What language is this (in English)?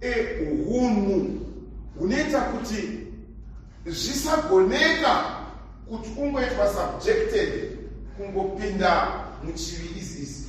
Shona